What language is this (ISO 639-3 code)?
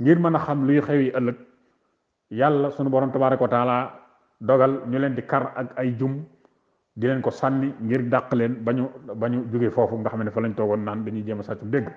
wol